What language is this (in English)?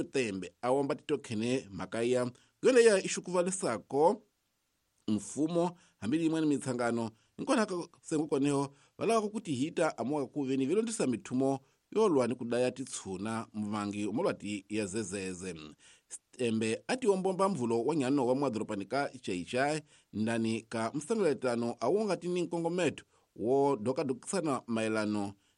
Tsonga